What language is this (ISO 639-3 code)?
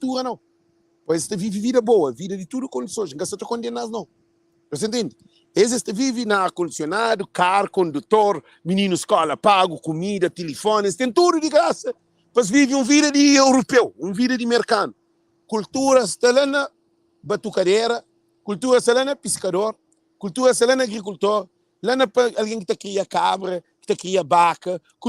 kea